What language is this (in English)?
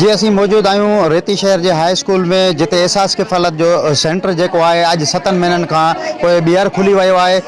Sindhi